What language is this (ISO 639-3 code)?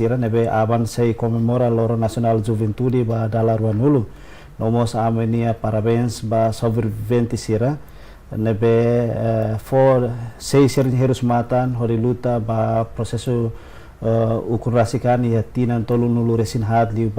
tet